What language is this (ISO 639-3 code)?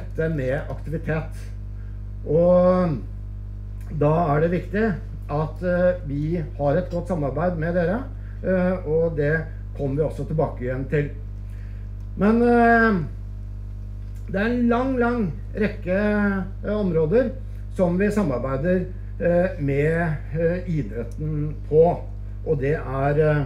nor